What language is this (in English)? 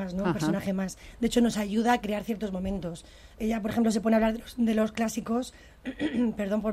Spanish